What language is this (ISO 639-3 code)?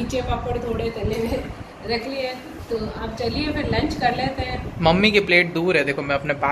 hin